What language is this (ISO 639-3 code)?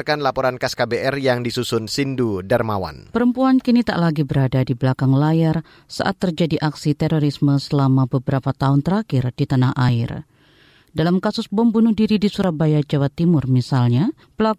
ind